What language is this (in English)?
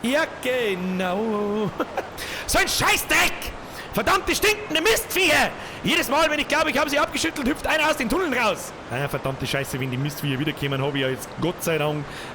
Bavarian